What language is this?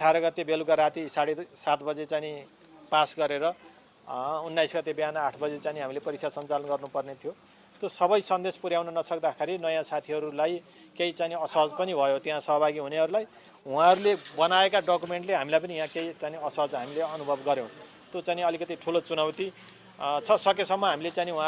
Nepali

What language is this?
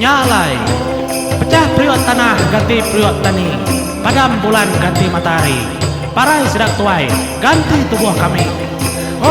Iban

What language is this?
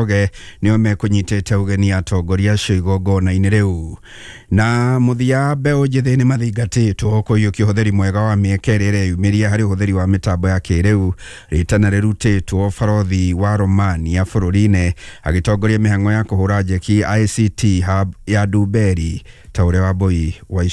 Kikuyu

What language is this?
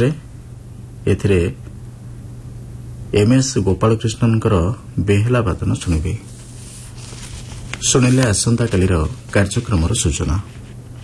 Odia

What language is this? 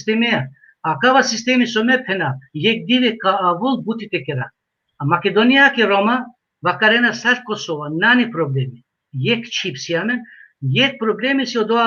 Balkan Romani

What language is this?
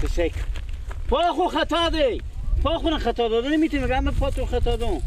Persian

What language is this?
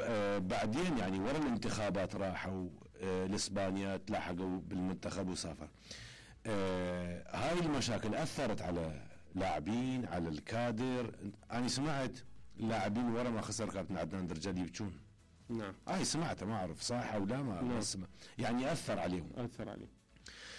Mesopotamian Arabic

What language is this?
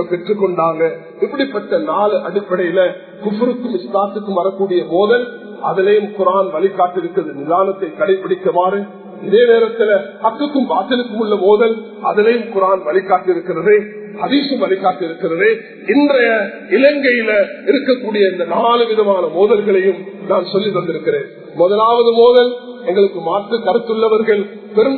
Tamil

